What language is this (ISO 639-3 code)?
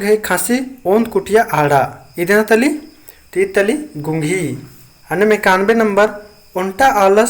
kru